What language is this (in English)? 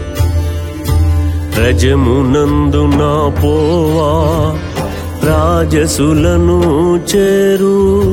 Telugu